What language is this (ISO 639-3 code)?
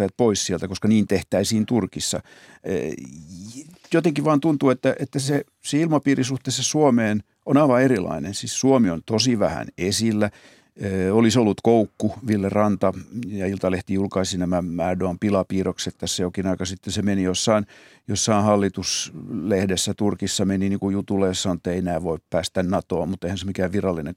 fin